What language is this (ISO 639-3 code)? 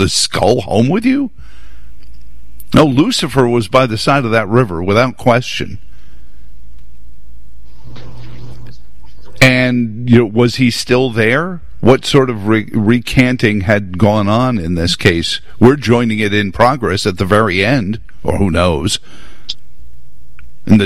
eng